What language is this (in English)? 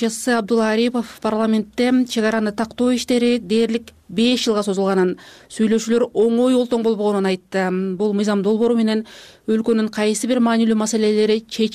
Kyrgyz